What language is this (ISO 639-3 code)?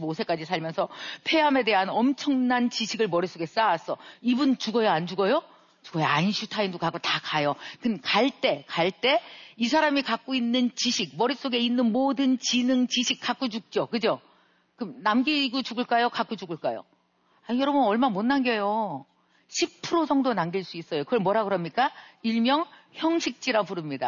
kor